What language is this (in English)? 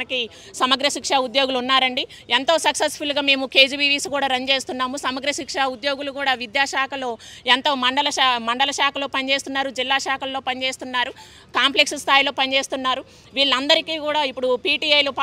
Telugu